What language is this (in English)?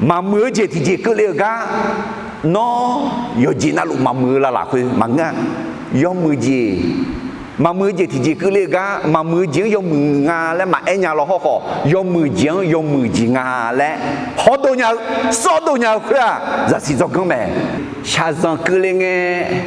Akha